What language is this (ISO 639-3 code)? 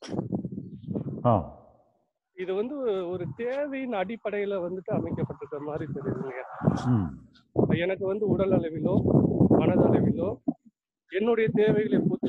tam